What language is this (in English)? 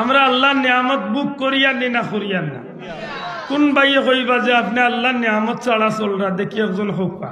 Sylheti